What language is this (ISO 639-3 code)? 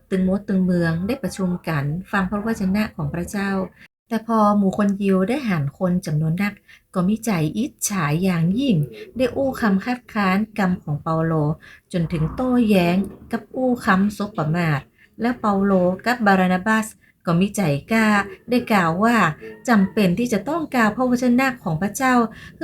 nod